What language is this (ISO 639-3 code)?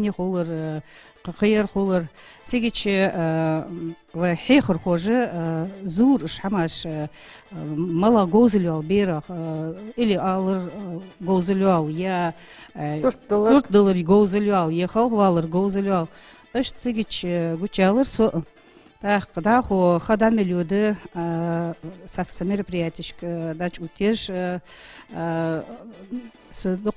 inh